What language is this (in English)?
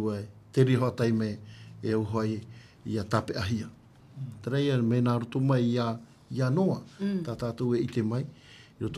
Tahitian